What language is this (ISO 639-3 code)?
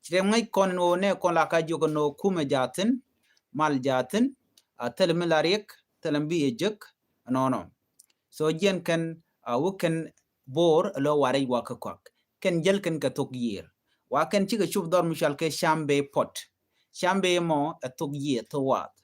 nus